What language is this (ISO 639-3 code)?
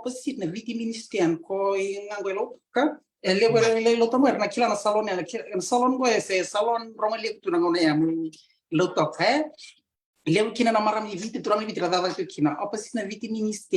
fij